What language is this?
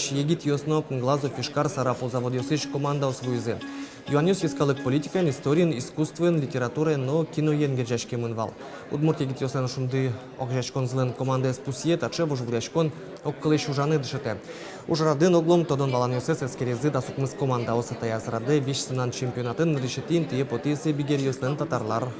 Udmurt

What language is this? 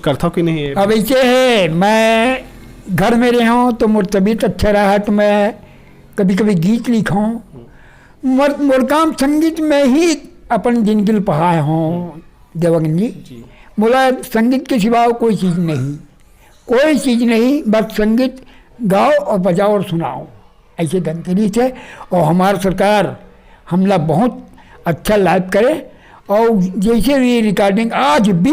Chhattisgarhi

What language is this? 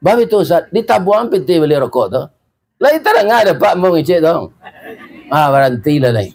Minangkabau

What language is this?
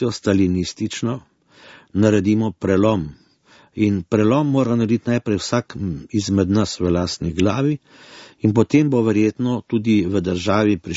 Slovenian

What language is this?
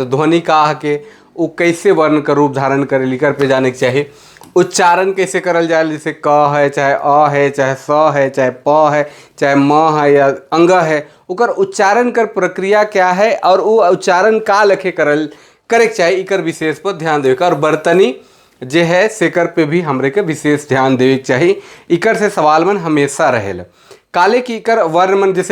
Sadri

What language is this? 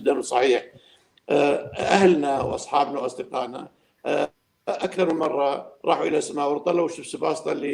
North Levantine Arabic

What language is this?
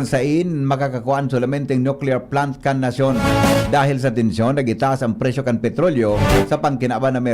Bikol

